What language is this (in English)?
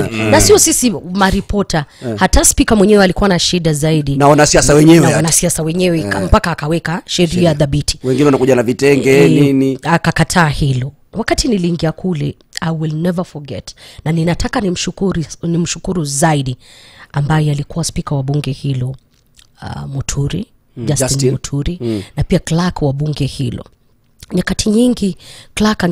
Swahili